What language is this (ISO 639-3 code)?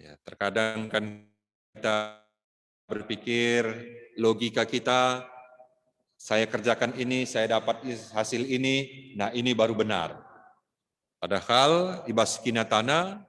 btx